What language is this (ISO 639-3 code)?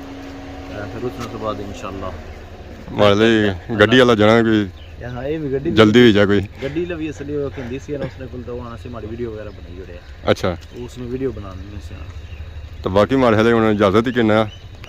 phr